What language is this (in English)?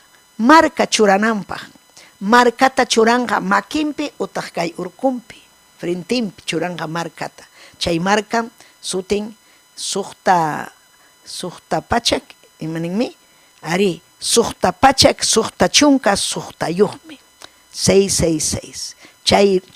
Ayacucho Quechua